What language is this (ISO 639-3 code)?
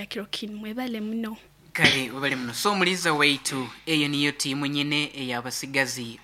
nyo